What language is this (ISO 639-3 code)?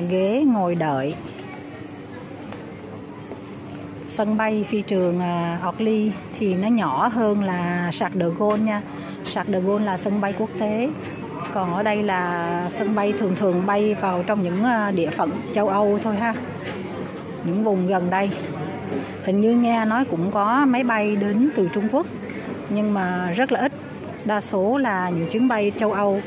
vie